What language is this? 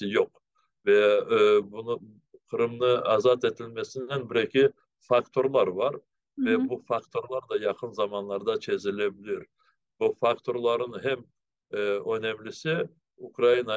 Crimean Tatar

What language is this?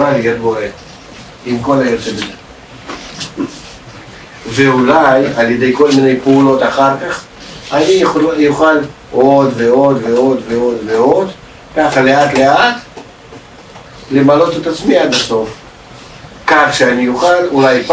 Hebrew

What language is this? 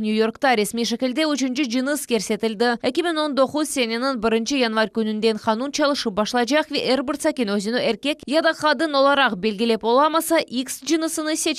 Crimean Tatar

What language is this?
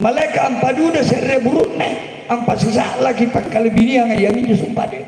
Makasar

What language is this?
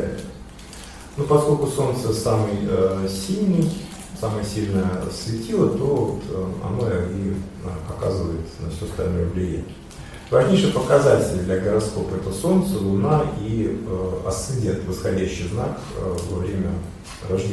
Russian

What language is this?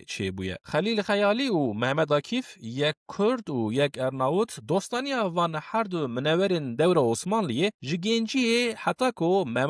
Kurdish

